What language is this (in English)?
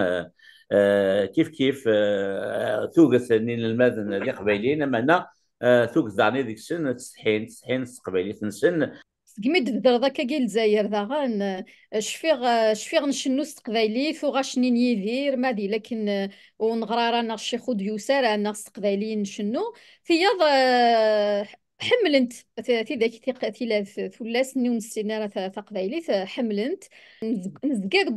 Kabyle